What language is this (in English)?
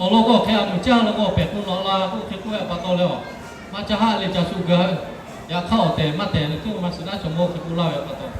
Lahu